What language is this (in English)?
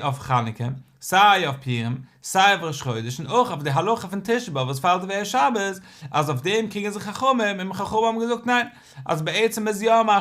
Yiddish